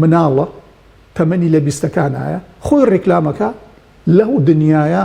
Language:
Central Kurdish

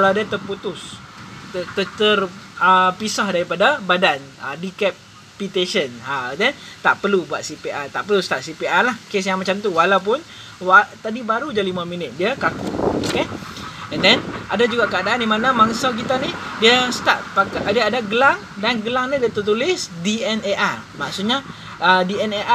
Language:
Malay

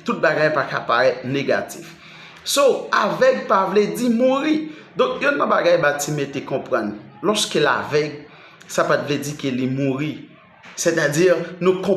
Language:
Haitian Creole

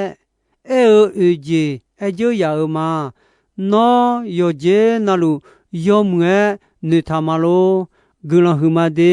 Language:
Akha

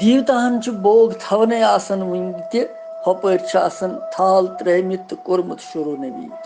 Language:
Kashmiri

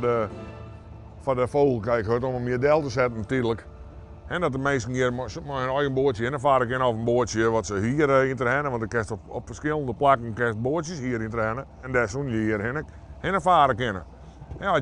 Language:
Western Frisian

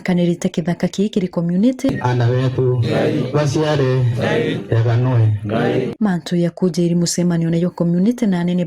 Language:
Meru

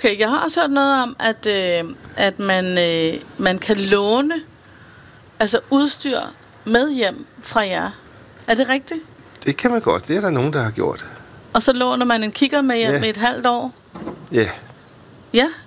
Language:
Danish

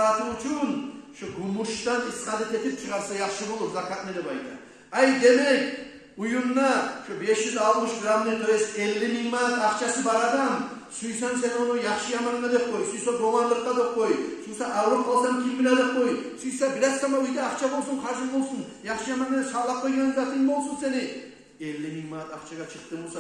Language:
Kumyk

